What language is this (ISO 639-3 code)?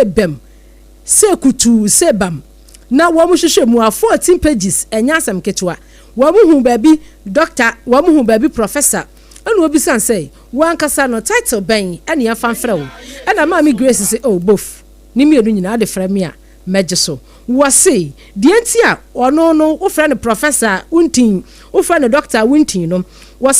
aka